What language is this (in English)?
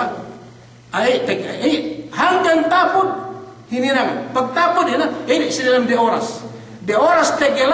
Yakan